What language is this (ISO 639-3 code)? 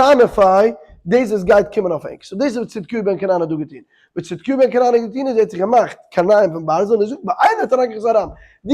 yid